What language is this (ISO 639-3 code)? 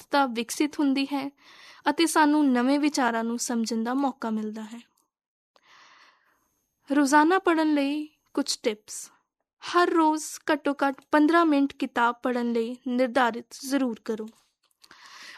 pan